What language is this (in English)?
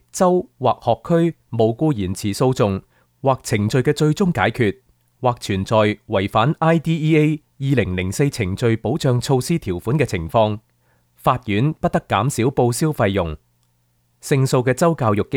Cantonese